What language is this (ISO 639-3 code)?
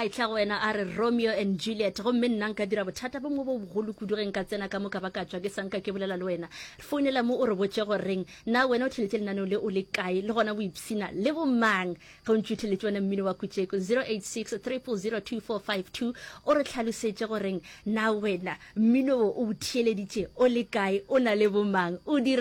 nso